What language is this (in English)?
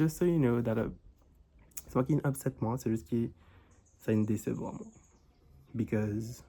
Morisyen